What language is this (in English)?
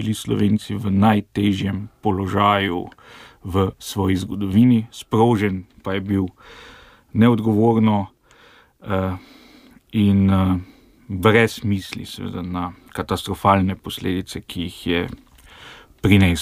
Slovenian